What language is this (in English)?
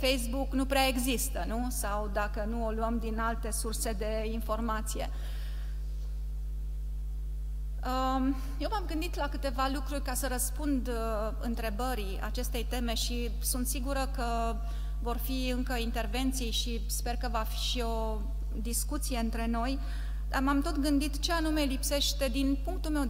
Romanian